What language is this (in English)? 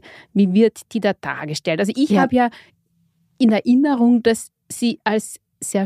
German